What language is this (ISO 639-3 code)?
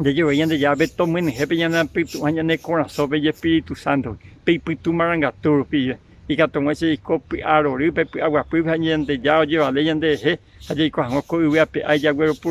grn